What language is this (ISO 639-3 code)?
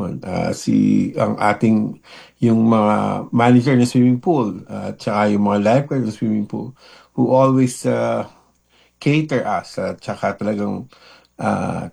fil